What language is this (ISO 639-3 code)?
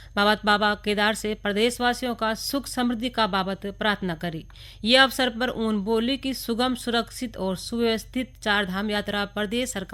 gbm